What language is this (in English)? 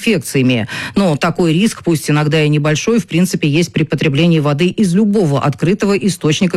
Russian